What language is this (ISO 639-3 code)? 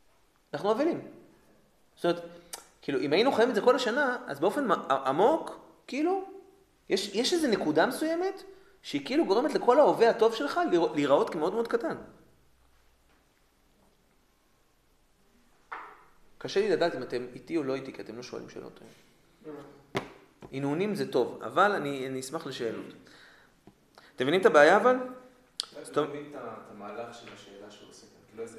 heb